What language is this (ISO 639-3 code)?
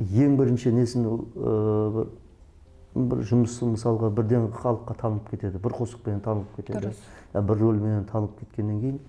kaa